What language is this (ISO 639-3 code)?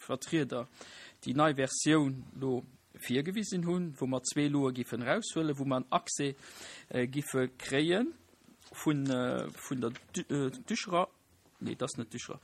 ltz